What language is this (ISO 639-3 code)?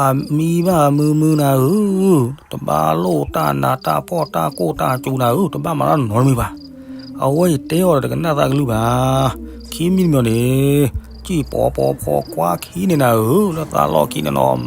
ksw